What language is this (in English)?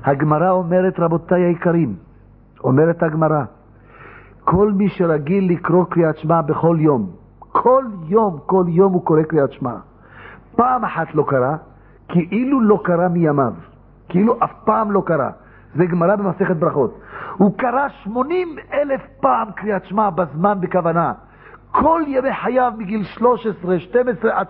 Hebrew